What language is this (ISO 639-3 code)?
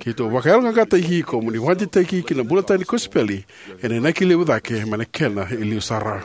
fij